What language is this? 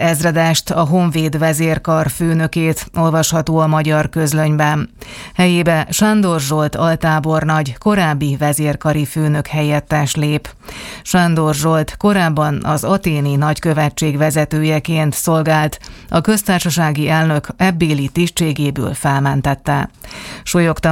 Hungarian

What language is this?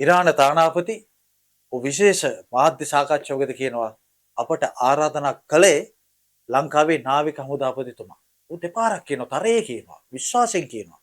Sinhala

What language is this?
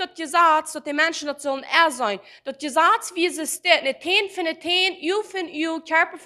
Plautdietsch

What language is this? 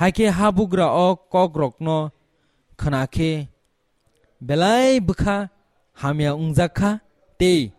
Kok Borok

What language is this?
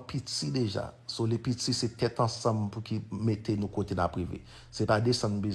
Haitian Creole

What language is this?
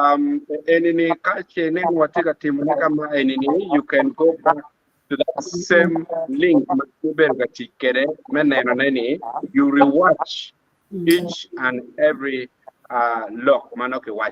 Acoli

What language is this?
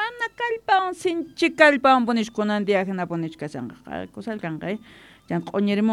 South Bolivian Quechua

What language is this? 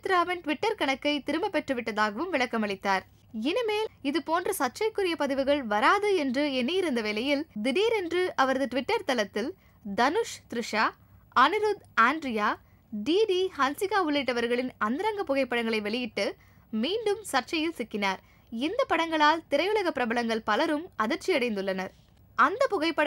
Tamil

